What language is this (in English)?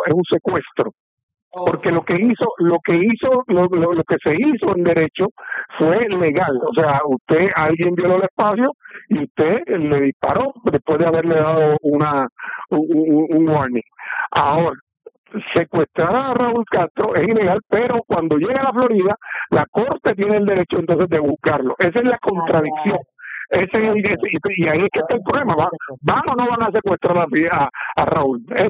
Spanish